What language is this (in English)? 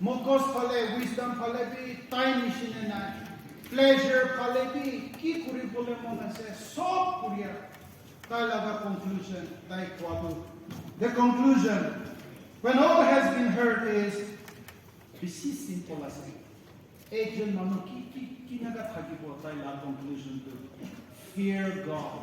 Naga Pidgin